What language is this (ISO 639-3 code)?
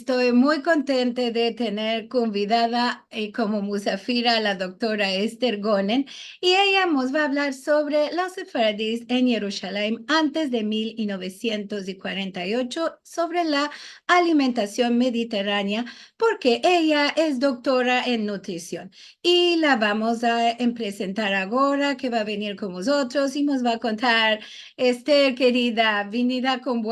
lad